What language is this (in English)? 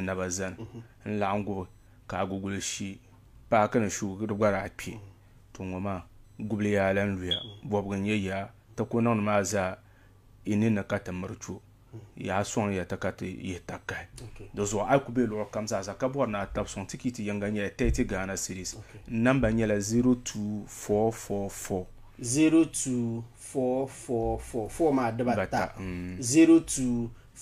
Dagbani